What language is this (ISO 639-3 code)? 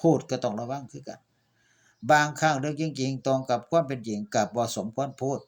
tts